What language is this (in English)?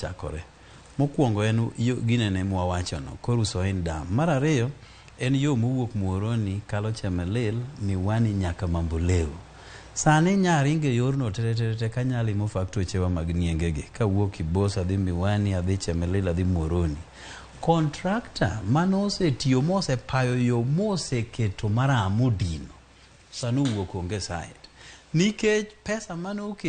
Luo (Kenya and Tanzania)